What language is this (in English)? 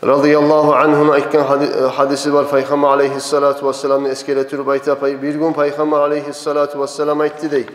Kumyk